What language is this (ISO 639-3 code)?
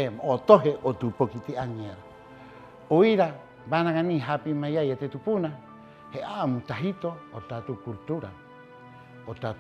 rap